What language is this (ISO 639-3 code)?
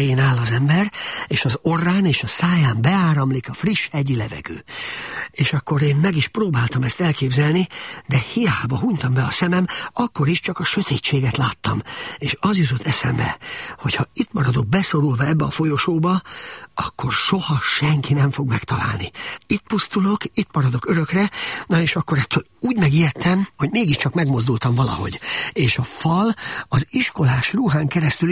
hun